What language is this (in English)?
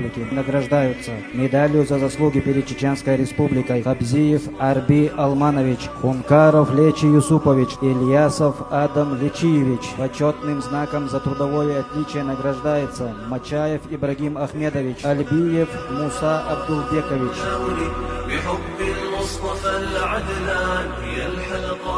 Chechen